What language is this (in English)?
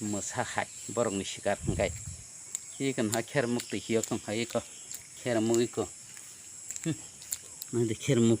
Kok Borok